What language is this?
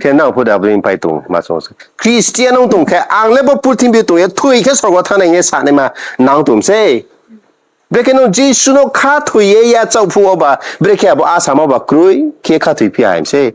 Riang (India)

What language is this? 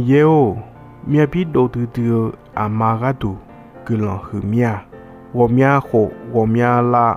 Akha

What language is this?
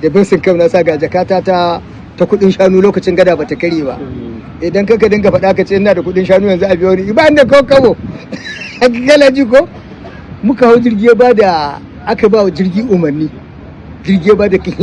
Hausa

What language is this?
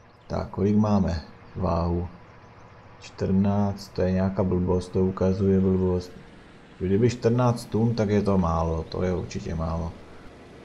Czech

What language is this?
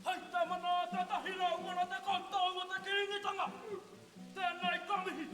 Māori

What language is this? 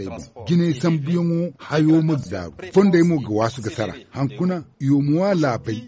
Zarma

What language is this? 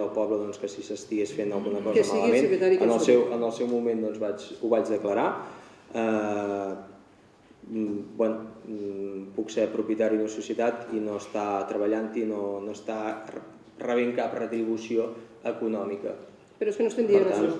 Catalan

